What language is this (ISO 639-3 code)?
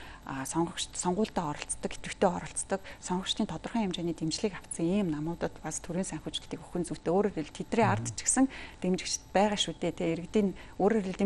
mon